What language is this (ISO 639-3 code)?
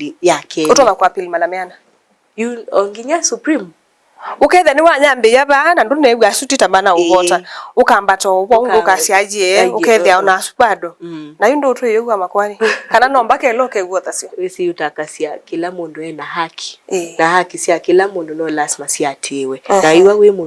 kam